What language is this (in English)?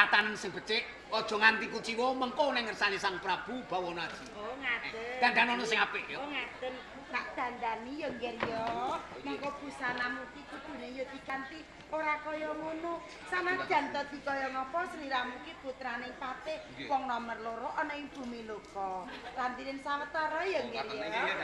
Javanese